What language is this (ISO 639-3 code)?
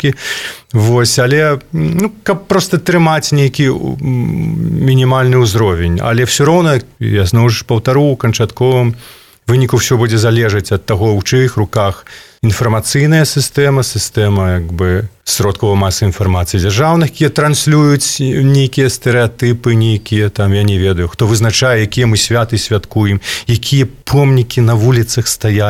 bel